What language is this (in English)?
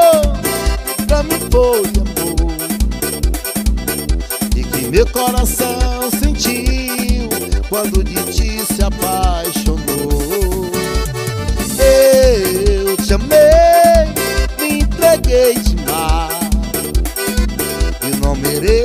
Portuguese